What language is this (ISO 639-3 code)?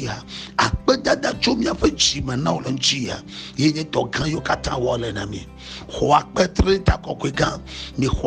ewe